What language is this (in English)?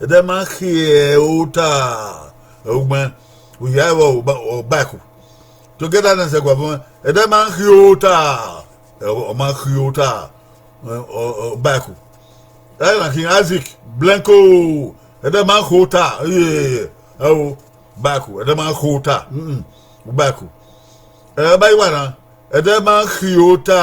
Bini